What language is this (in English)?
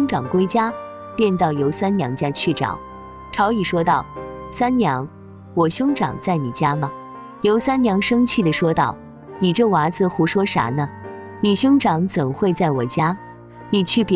Chinese